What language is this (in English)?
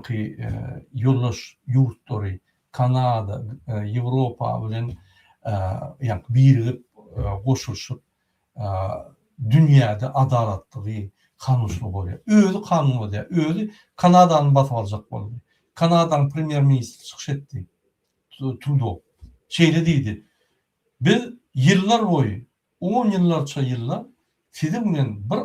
Turkmen